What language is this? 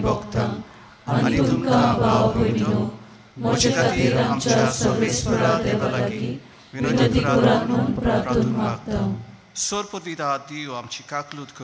Konkani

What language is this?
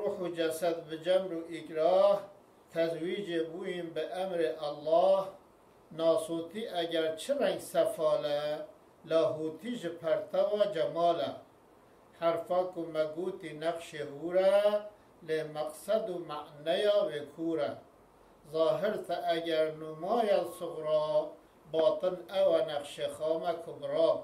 Kurdish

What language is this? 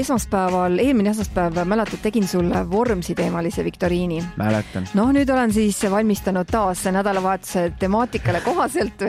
Estonian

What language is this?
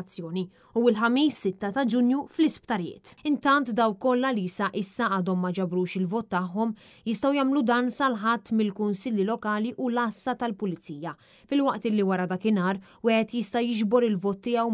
Maltese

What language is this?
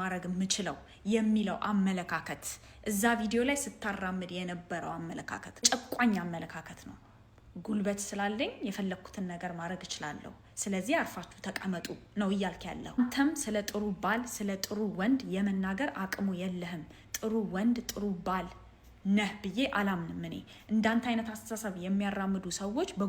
Amharic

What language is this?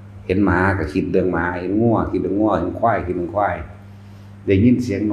Northeastern Thai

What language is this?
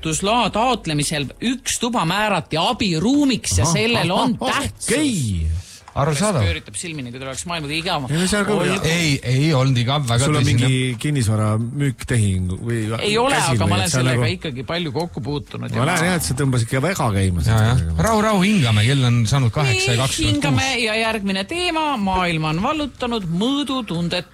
Estonian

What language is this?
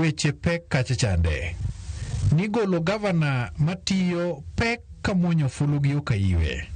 Luo (Kenya and Tanzania)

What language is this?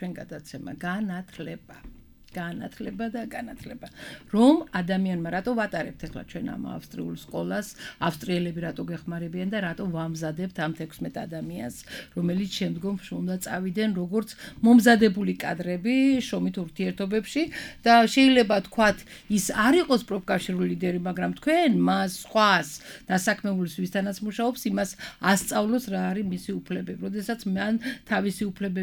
Georgian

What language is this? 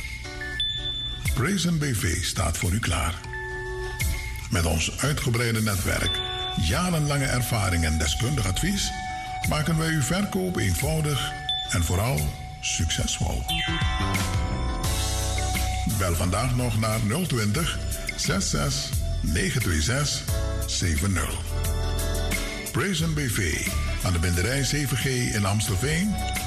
Dutch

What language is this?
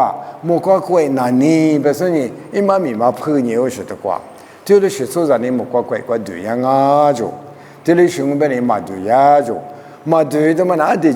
Lisu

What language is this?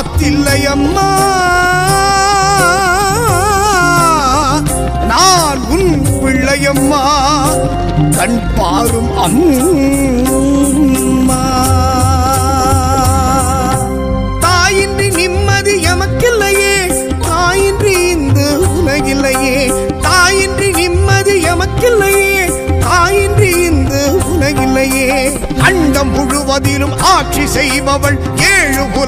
Tamil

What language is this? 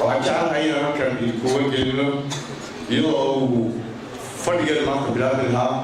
Somali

